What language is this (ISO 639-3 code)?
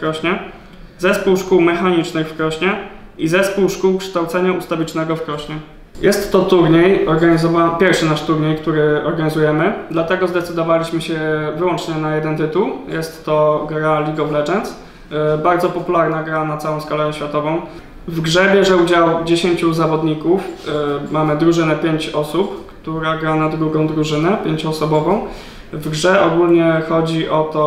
pol